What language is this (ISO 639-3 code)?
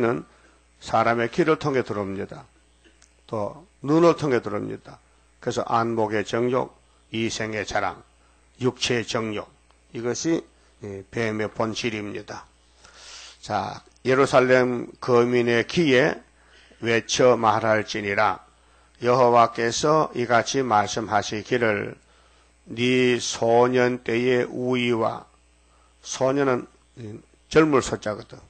kor